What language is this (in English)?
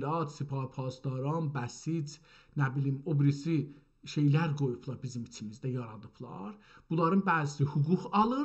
South Azerbaijani